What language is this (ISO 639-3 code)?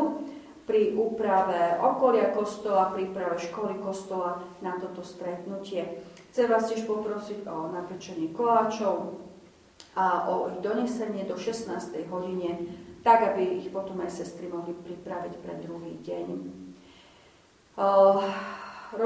slk